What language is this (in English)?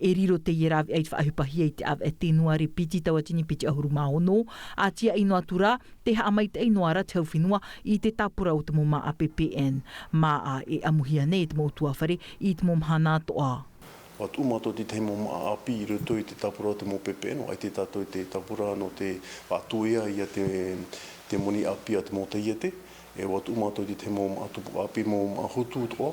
Tahitian